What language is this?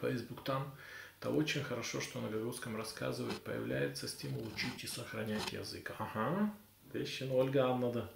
Gagauz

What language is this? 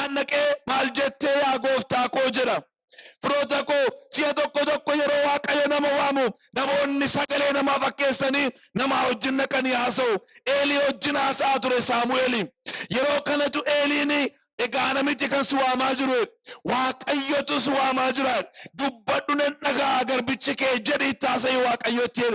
Oromo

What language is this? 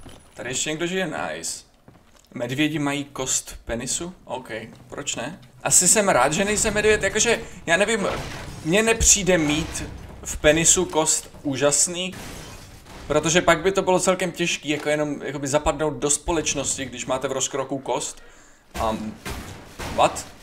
Czech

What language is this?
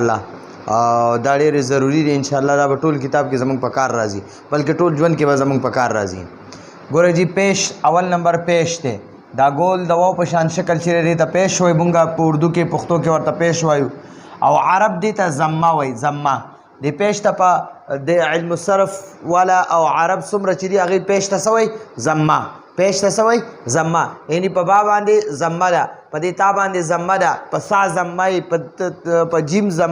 Pashto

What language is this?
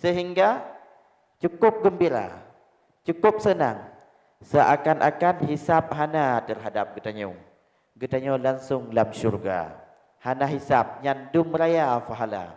Achinese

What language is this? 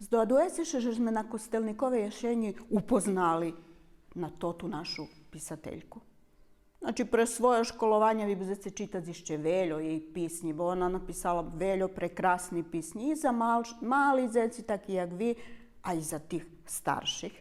Rusyn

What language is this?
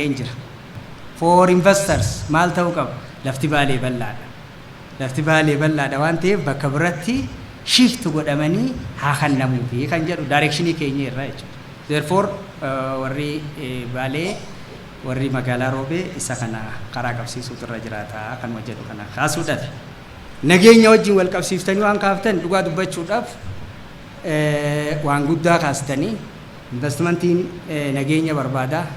Oromo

